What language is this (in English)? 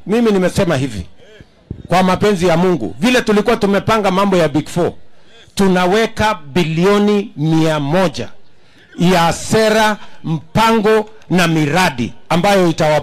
Swahili